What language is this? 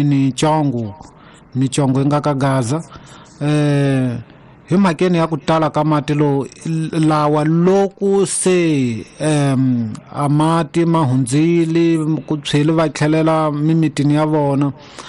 Tsonga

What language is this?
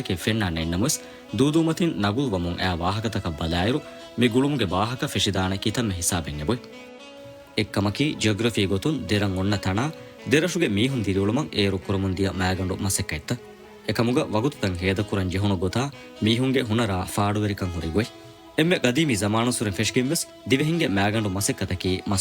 Divehi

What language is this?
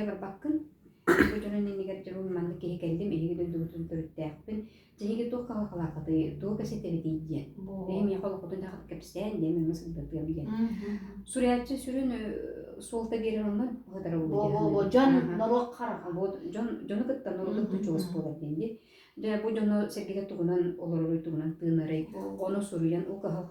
Yakut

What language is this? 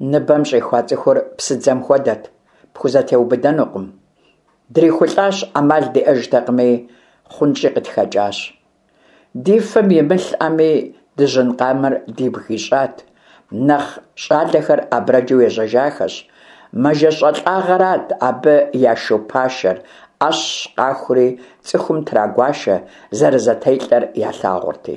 Kabardian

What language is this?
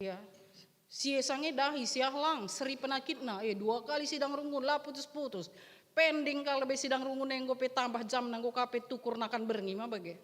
Batak Karo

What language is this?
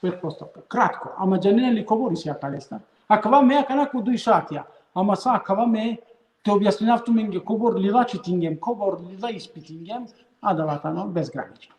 Balkan Romani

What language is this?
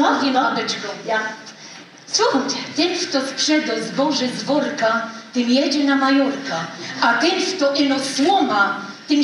Silesian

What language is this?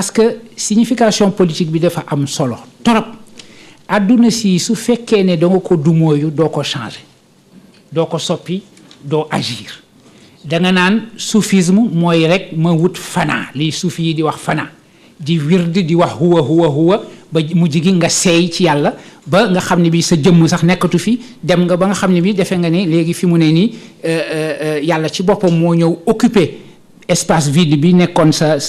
Wolof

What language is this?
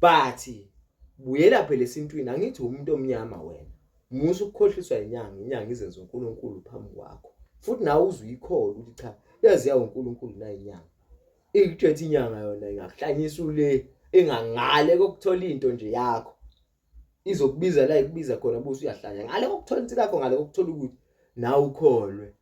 Zulu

